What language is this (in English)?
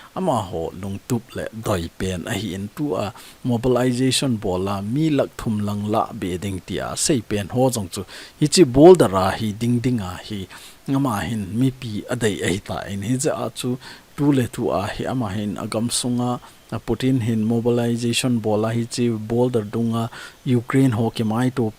Thado Chin